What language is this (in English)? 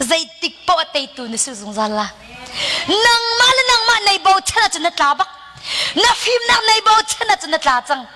Hakha Chin